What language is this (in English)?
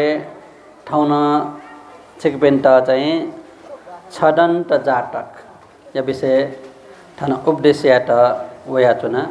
Newari